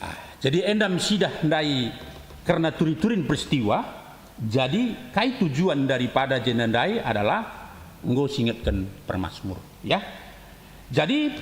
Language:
Batak Karo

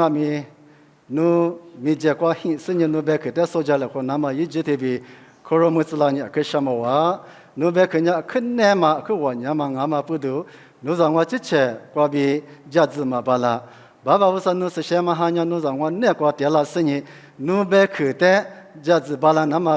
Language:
Lisu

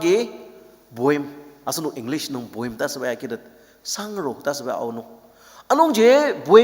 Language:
Ao Naga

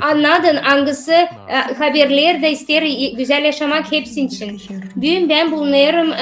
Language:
Gagauz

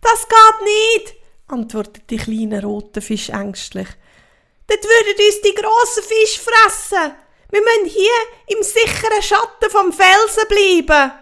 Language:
Swiss German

